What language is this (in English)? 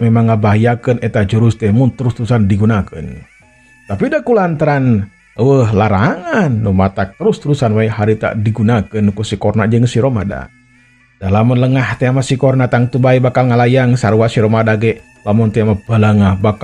Sundanese